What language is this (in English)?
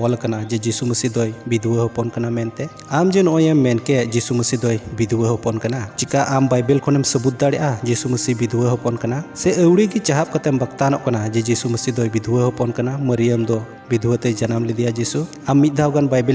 Santali